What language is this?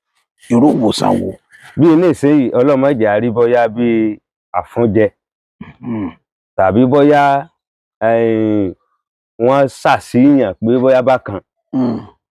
Yoruba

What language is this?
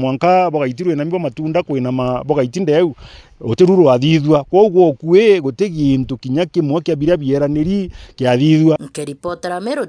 Meru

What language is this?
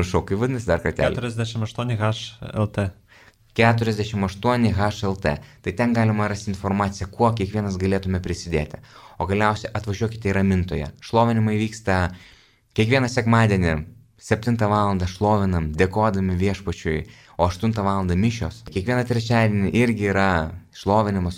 Lithuanian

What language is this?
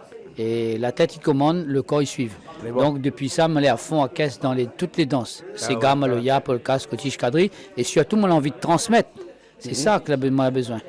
Réunion Creole French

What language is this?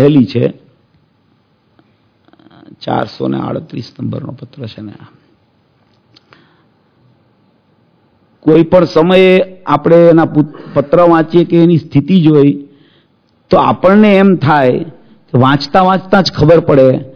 Gujarati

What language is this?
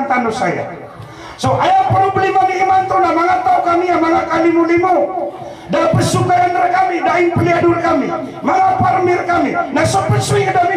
Maranao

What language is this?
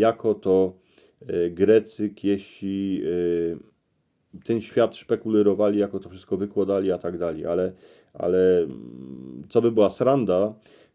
Silesian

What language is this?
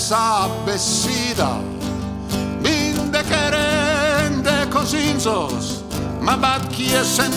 Sardinian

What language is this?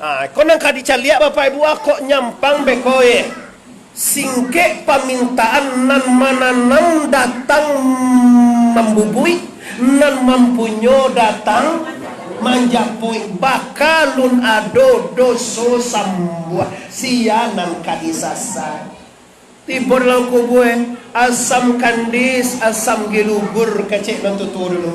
Minangkabau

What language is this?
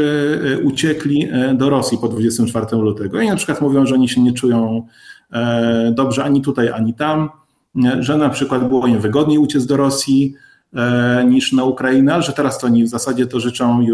Polish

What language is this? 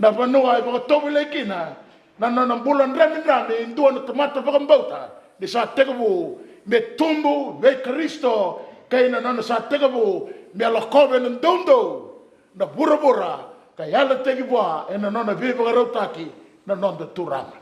Fijian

